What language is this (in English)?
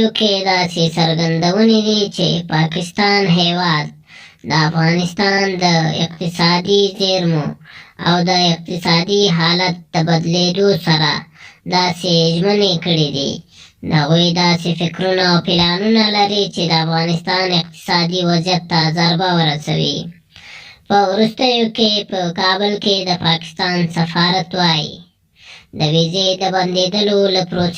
Pashto